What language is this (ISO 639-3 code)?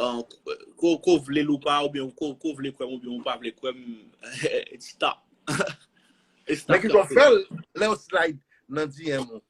hat